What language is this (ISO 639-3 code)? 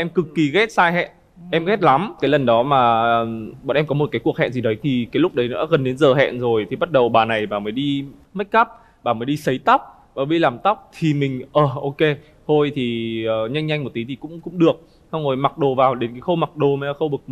vie